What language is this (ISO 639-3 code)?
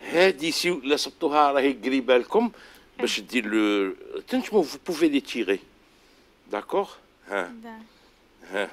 arq